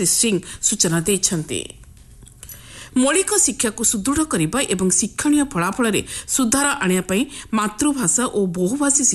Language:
Odia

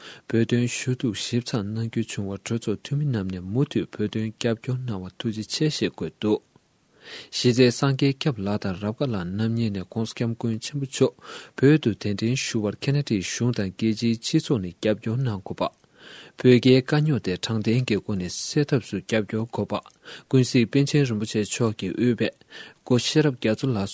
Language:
Tibetan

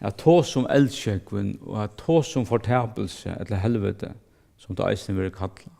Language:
Faroese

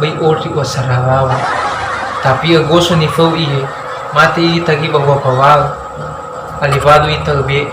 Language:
Nias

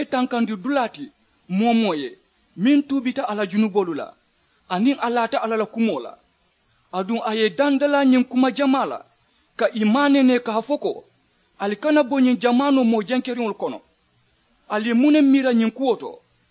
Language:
Mandingo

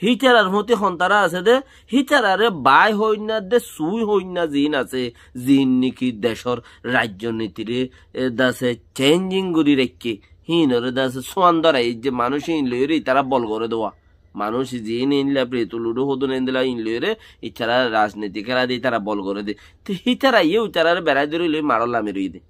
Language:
Rohingya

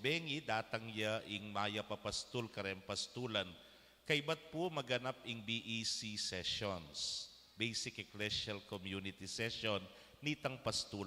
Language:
Pampanga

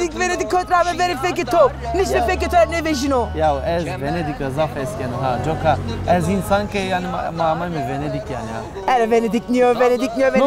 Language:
Zaza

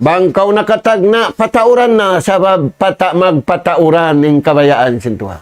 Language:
Tausug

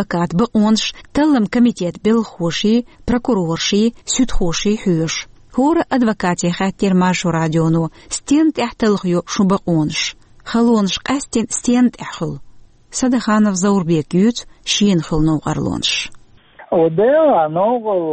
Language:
Chechen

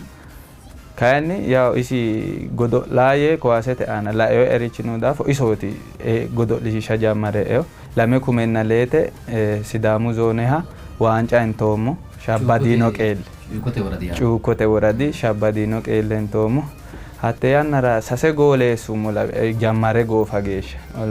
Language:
Sidamo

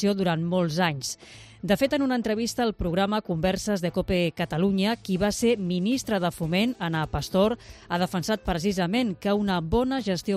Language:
Catalan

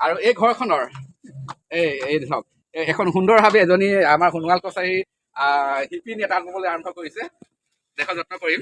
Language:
Assamese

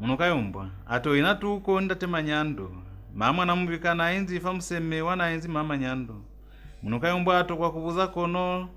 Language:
Lozi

